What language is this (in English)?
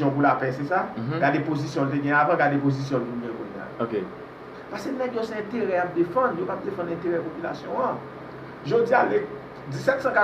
Haitian Creole